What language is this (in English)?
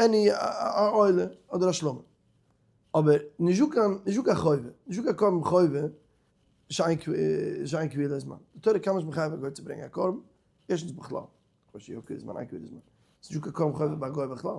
Yiddish